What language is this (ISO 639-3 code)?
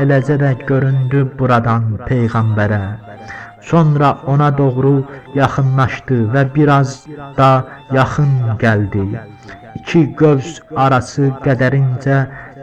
aze